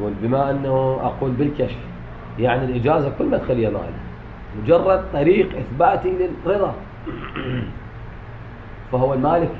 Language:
Mesopotamian Arabic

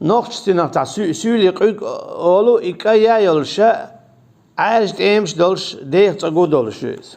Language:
Chechen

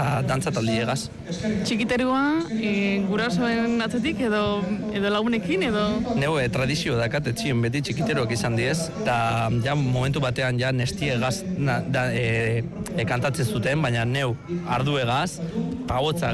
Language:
Basque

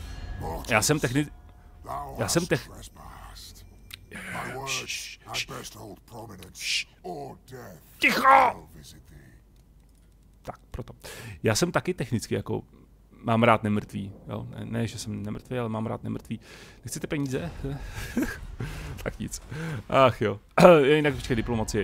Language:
Czech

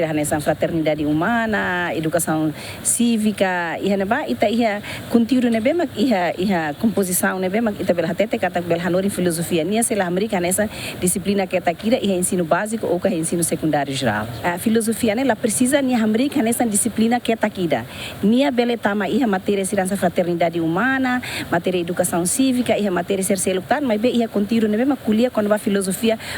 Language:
Tetum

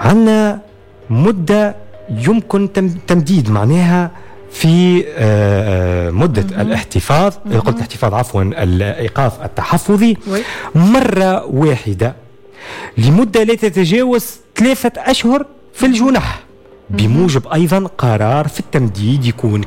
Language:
Tunisian Arabic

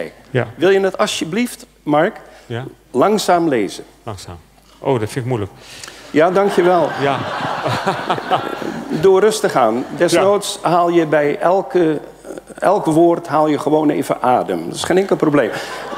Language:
Dutch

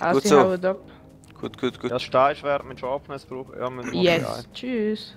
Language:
Swiss German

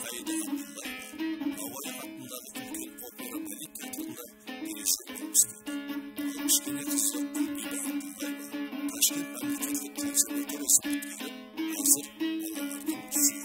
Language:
Kara-Kalpak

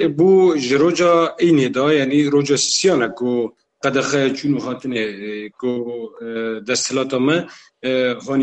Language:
Kurdish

